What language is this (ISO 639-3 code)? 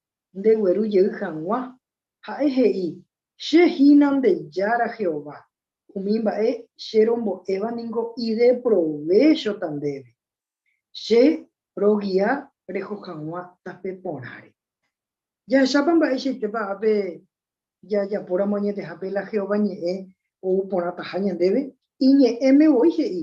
grn